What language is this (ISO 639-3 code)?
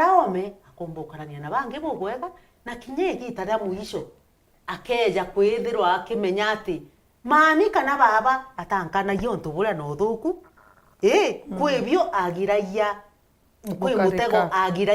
mer